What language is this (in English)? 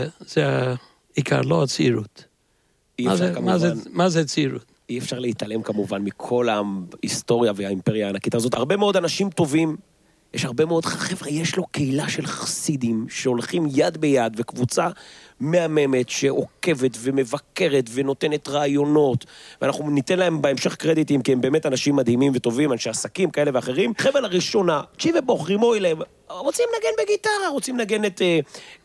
Hebrew